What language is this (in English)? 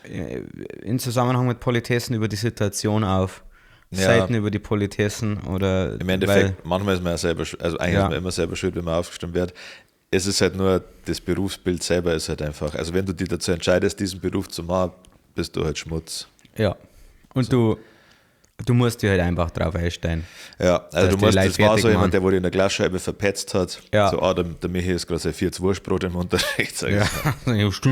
Bavarian